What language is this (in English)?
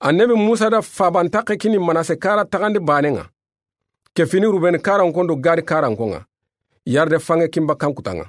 Soninke